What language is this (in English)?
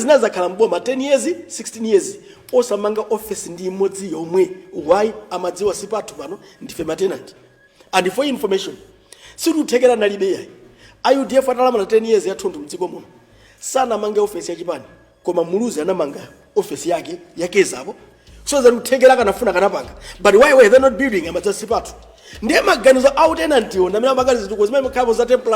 Nyanja